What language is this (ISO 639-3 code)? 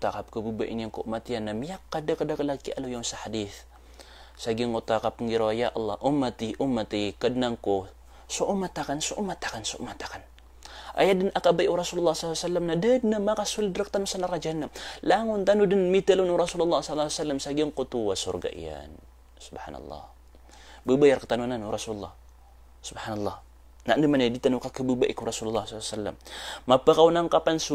mrw